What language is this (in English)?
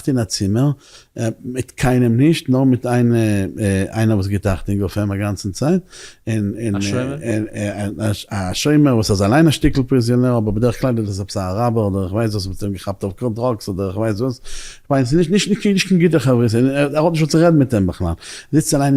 Yiddish